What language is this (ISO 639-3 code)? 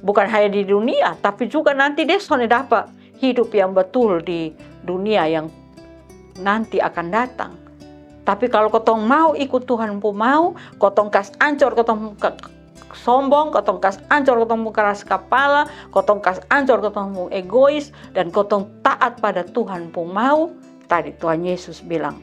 mkn